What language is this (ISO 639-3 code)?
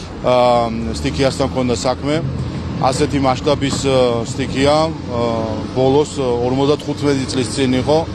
kat